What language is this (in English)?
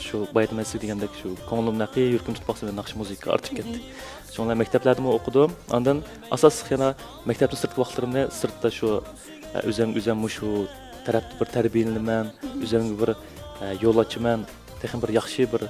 Uyghur